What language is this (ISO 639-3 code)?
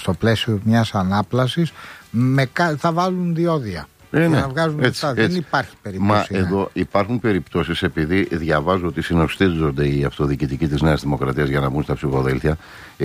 ell